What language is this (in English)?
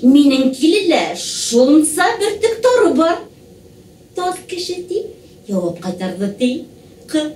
Bashkir